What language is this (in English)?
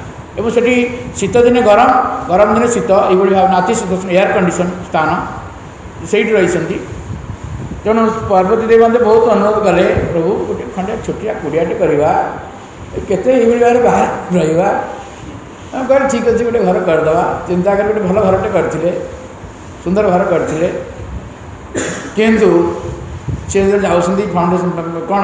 Odia